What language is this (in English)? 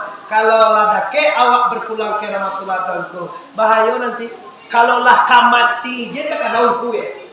Minangkabau